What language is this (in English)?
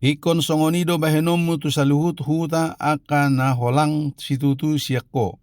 Batak Toba